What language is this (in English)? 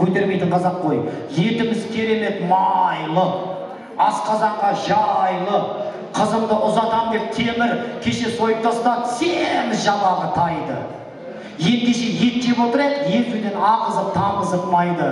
Kazakh